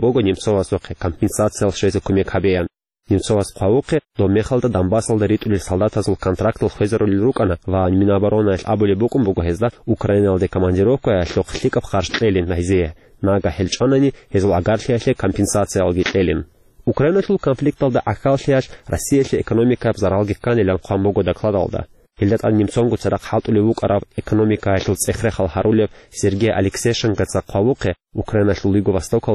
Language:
Avaric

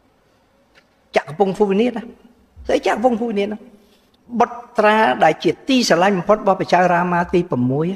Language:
Khmer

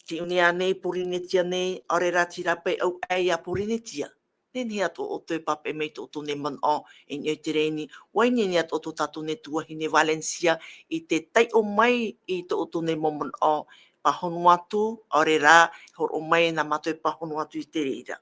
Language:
Tahitian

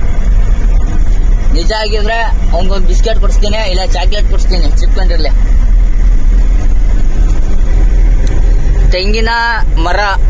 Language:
Kannada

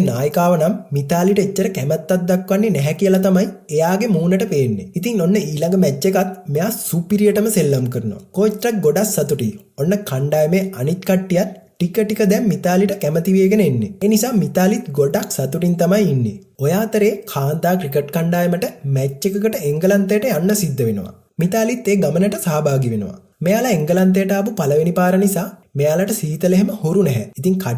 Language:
Sinhala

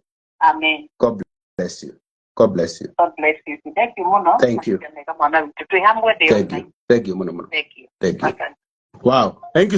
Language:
Kikuyu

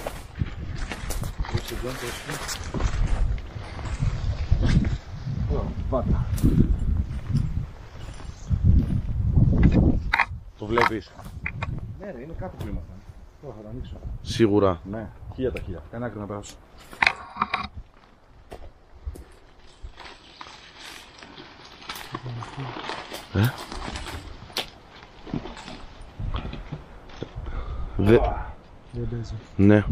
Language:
Greek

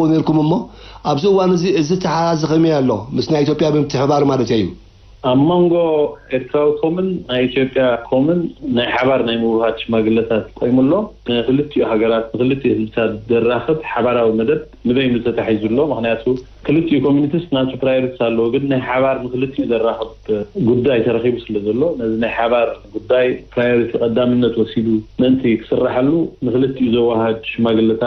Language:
Tigrinya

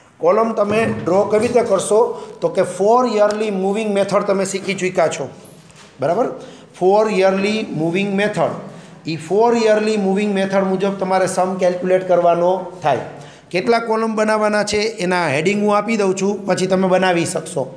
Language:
Gujarati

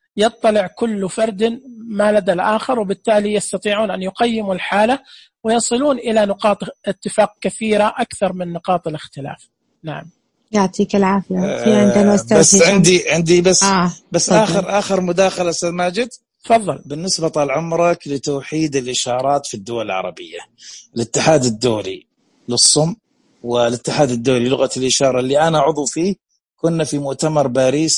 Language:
Najdi Arabic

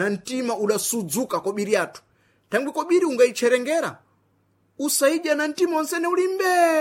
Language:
Sena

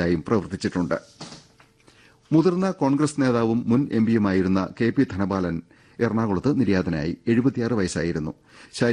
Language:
Malayalam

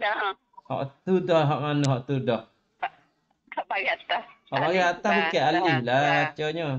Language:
Malay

